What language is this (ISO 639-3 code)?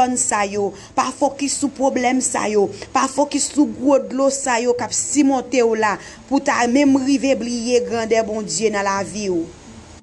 hat